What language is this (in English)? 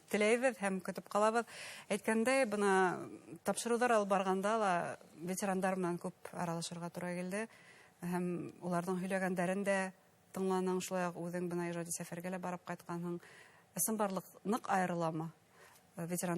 Bashkir